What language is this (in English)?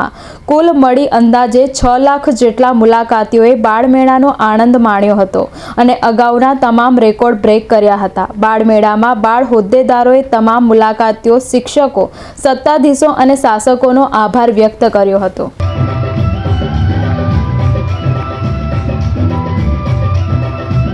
Gujarati